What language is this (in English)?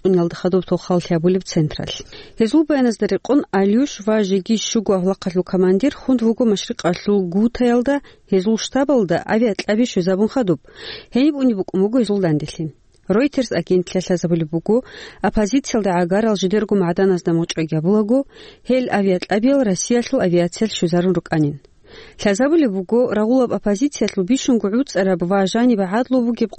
Avaric